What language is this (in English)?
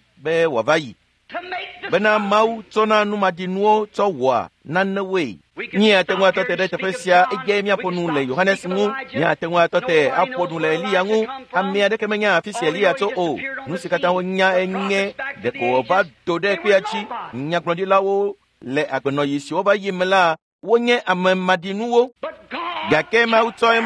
Ewe